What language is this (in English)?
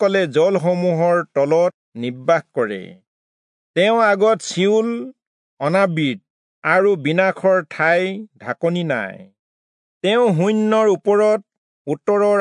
Assamese